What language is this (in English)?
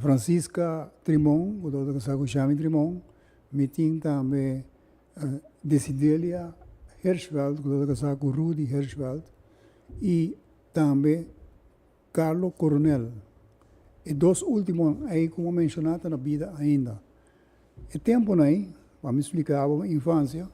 Papiamento